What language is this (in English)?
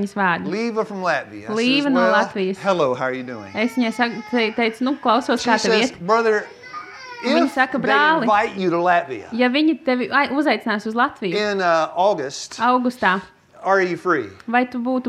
Latvian